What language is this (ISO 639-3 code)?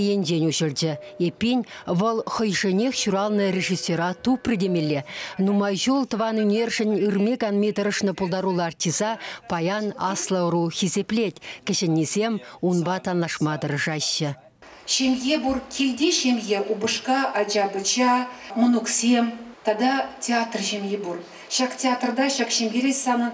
chv